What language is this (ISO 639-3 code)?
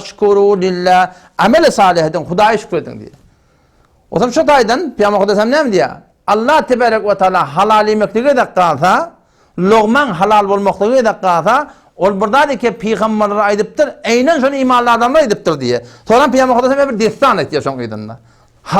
tuk